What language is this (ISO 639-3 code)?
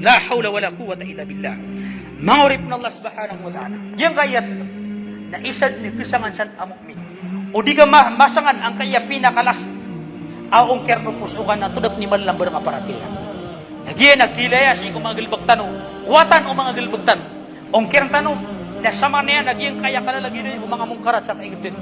mrw